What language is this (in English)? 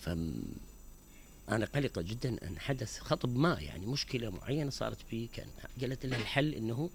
Mesopotamian Arabic